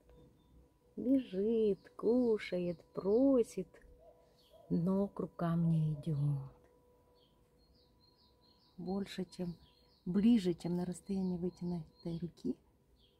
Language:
Russian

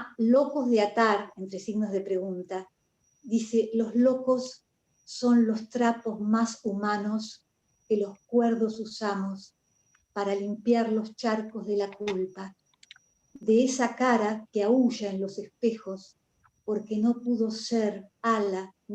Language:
Ladino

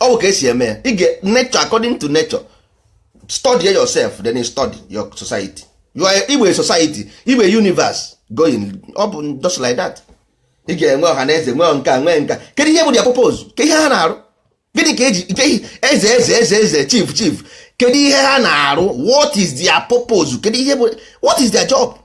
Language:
Igbo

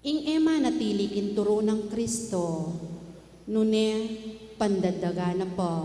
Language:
Pampanga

